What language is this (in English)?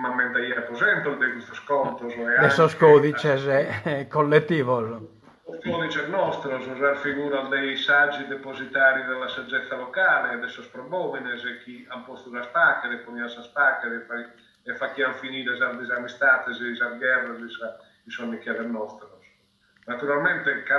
Sardinian